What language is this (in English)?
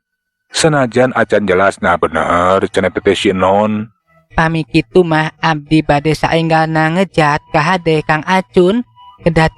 Sundanese